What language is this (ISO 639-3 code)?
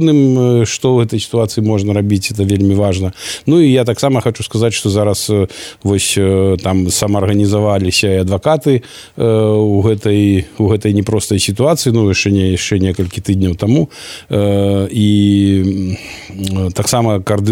bel